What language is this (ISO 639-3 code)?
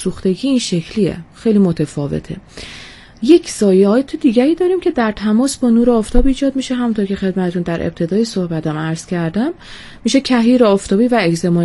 fas